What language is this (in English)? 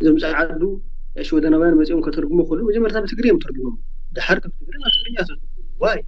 Tigrinya